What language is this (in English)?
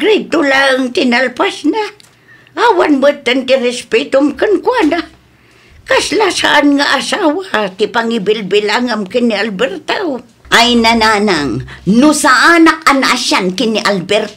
Iloko